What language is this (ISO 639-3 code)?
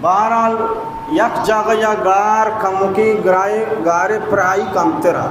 bal